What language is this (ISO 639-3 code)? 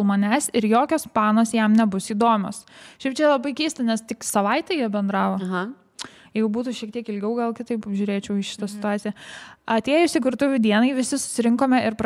lit